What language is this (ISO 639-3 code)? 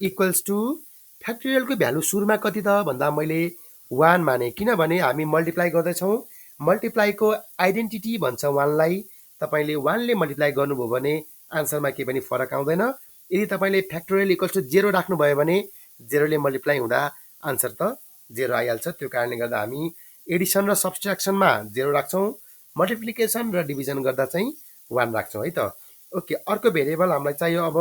nep